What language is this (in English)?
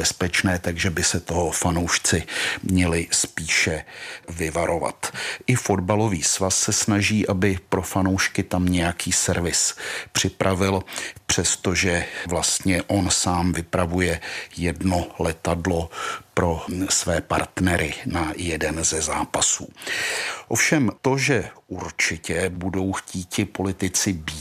Czech